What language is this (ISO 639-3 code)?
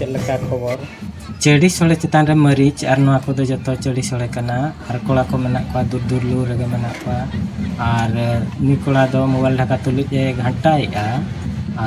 sat